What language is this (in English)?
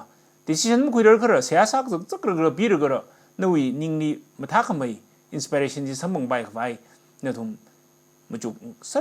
Tangkhul Naga (India)